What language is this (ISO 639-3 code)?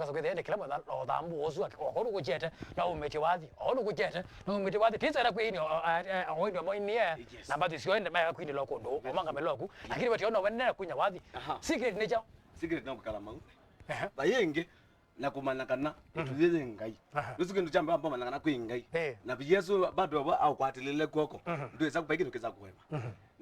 kam